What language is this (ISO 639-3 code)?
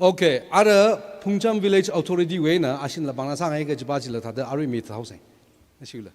nmf